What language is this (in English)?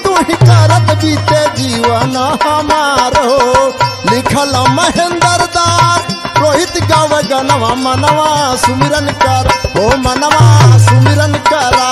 Bhojpuri